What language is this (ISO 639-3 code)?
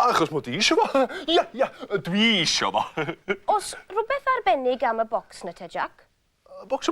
cym